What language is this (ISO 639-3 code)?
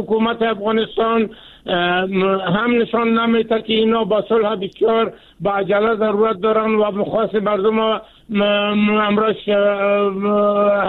fas